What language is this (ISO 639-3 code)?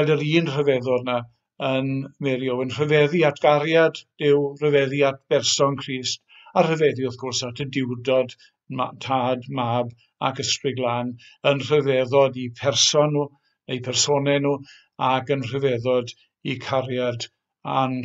cym